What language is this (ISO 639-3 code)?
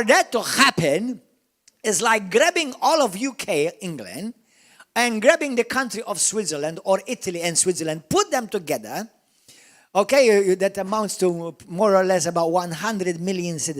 eng